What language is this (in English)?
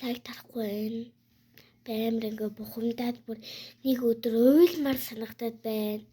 Mongolian